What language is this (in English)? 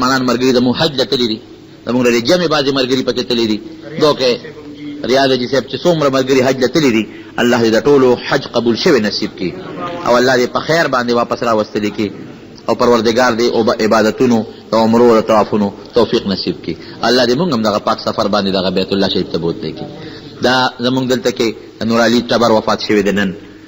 Pashto